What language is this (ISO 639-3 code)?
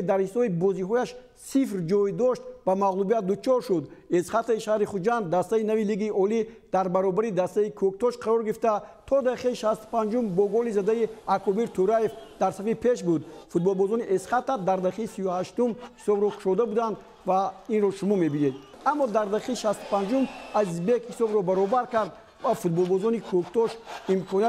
tgk